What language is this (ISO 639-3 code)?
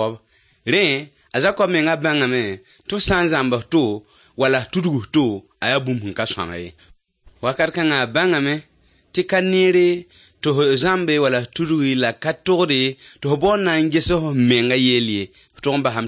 mos